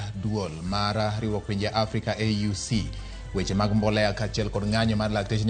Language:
Luo (Kenya and Tanzania)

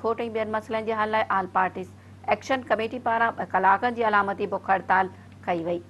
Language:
Sindhi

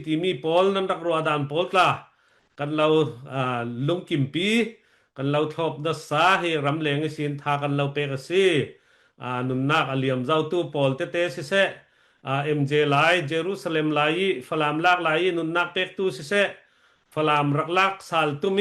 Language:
Falam Chin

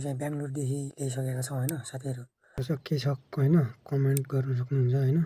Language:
Nepali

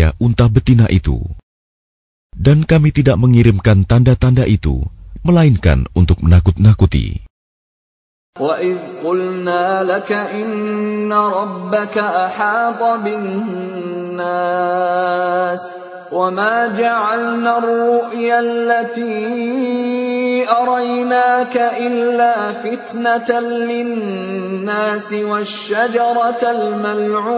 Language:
Indonesian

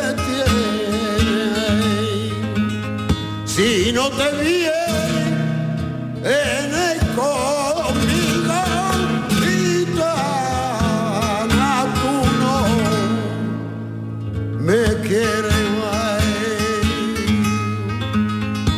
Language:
Spanish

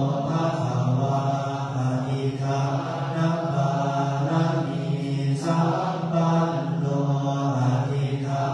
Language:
Pali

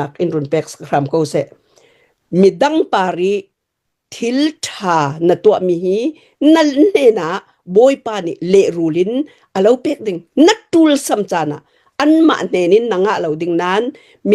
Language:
Hakha Chin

